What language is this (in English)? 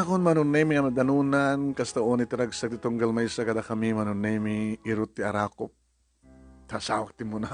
Iloko